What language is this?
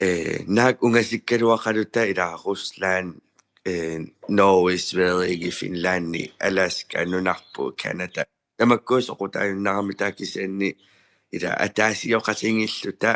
Kalaallisut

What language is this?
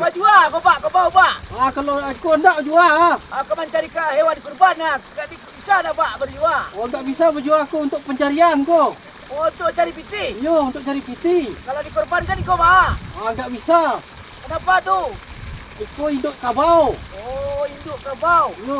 Minangkabau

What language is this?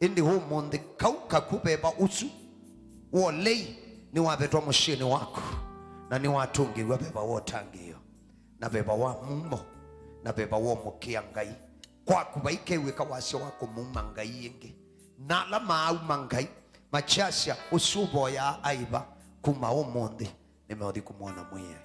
Kamba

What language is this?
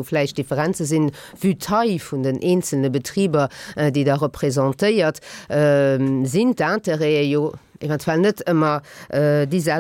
Luxembourgish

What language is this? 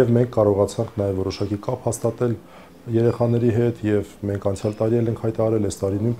Armenian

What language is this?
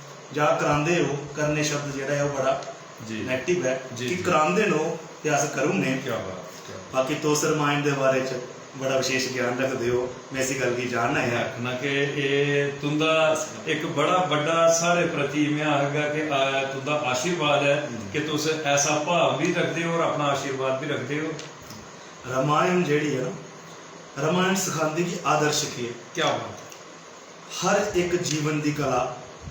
Dogri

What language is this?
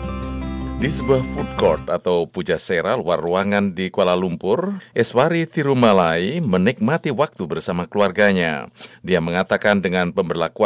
Indonesian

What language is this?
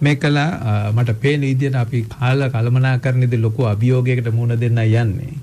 Sinhala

